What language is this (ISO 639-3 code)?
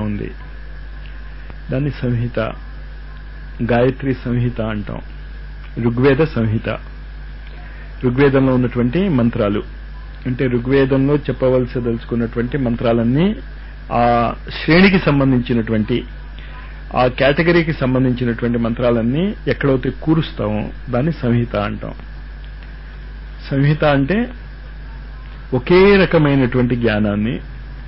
tel